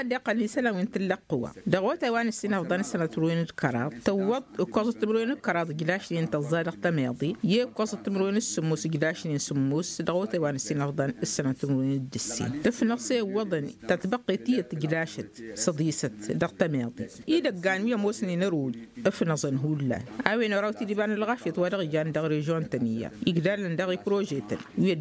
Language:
Tamasheq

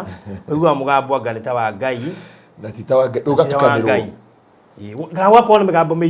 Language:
Kikuyu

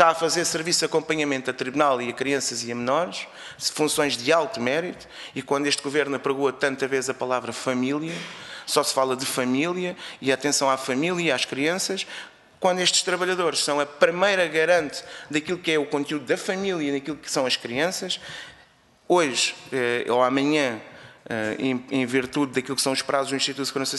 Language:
Portuguese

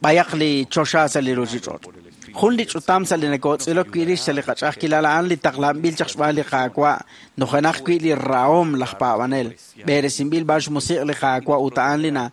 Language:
Kekchí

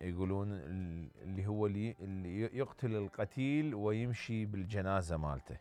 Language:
Mesopotamian Arabic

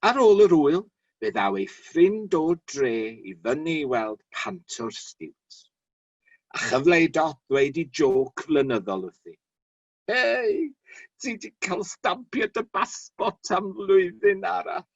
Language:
Welsh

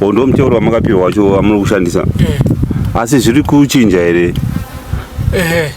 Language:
Shona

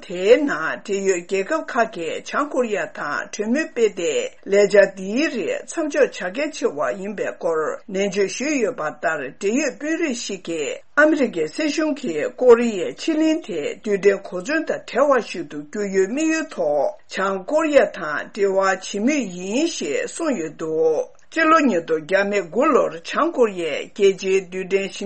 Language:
Tibetan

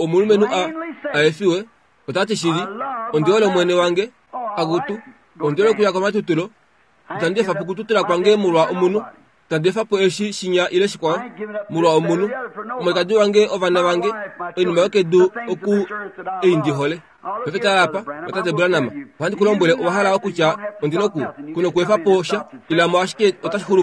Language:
Kuanyama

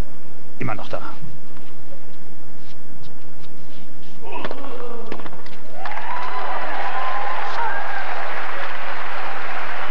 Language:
German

